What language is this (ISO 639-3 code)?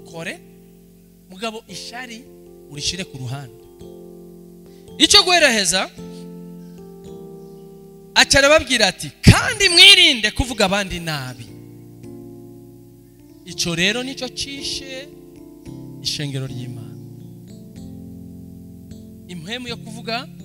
run